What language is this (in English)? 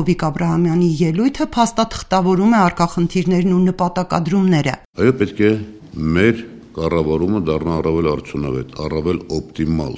Armenian